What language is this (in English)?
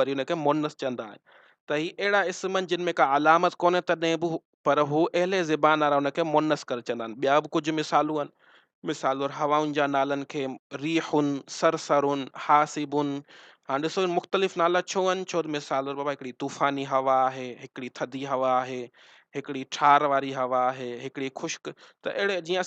Sindhi